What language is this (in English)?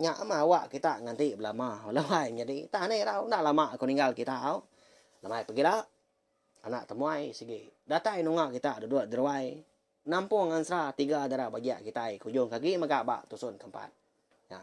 Iban